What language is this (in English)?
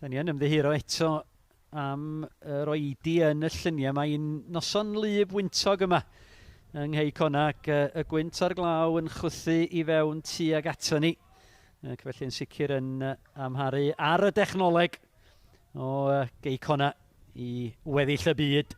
Welsh